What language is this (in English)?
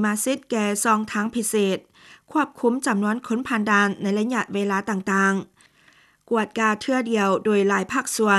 Lao